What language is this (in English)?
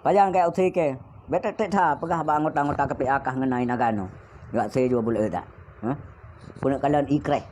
Achinese